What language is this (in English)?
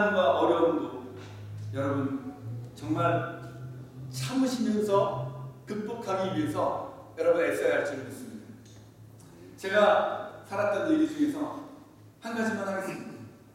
Korean